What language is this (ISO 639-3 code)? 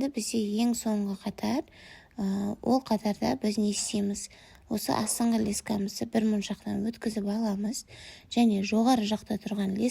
kaz